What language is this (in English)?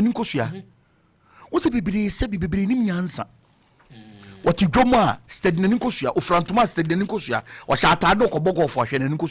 Akan